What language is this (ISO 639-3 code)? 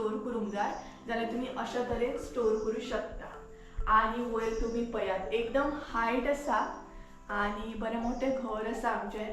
kok